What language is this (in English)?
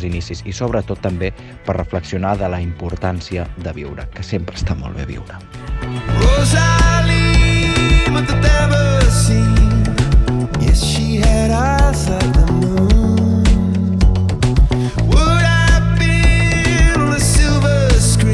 Catalan